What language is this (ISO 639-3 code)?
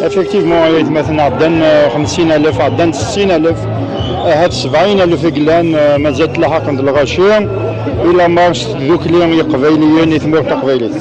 kab